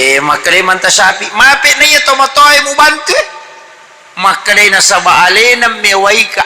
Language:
Buginese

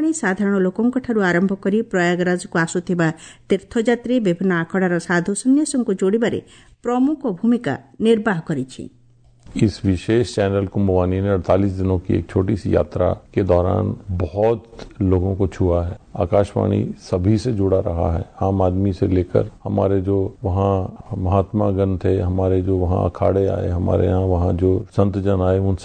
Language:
Odia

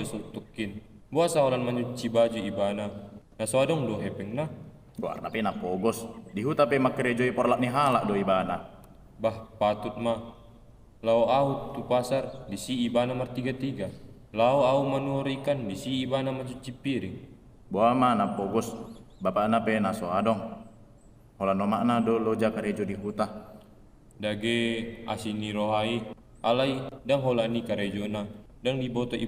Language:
Batak Toba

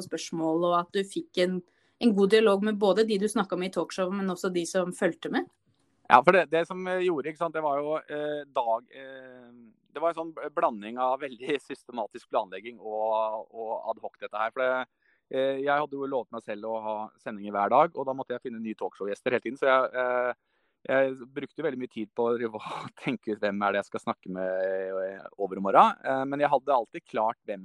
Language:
Norwegian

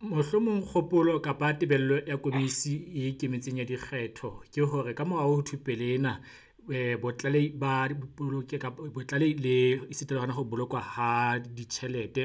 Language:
Southern Sotho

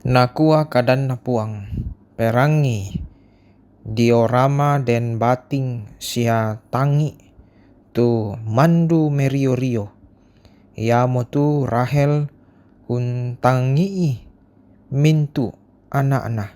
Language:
Toraja-Sa'dan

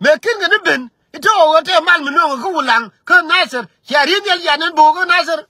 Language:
Nuer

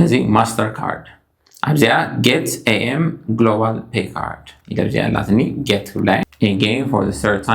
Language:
Tigrinya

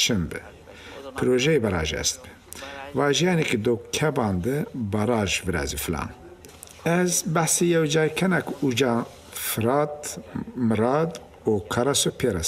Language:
Zaza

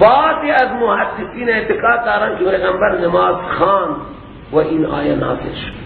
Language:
Persian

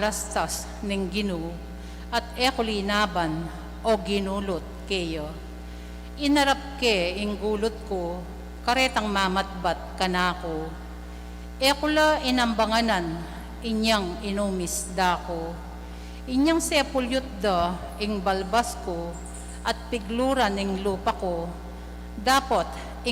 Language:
Pampanga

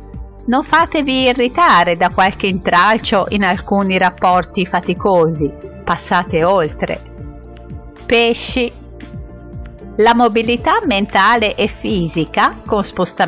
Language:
Italian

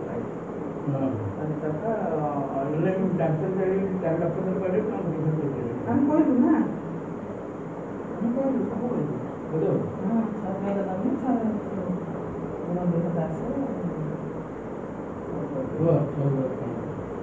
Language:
Odia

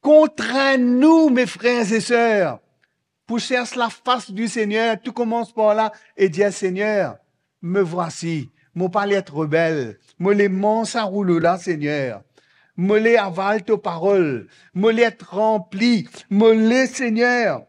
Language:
Morisyen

